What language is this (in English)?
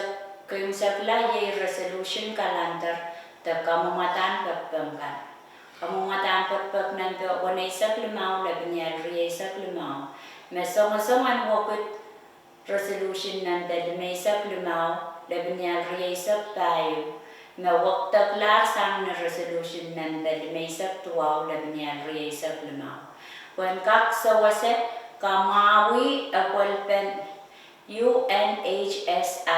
Pohnpeian